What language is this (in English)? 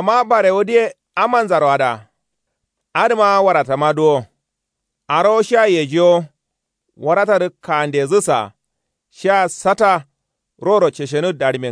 Kanuri